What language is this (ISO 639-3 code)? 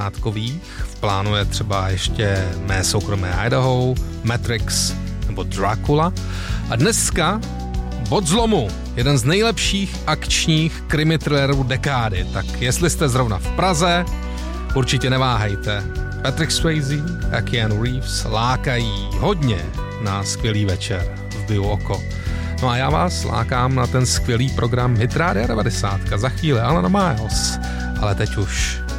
ces